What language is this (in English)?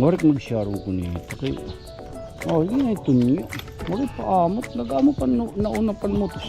Waray